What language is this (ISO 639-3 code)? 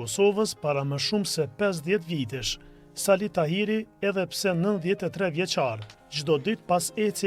sqi